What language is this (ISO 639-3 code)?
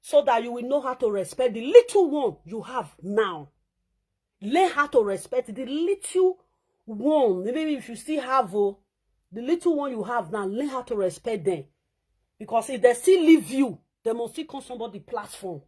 pcm